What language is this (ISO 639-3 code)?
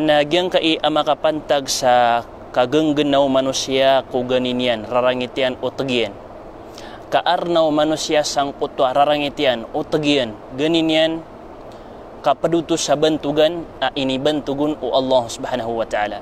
mrw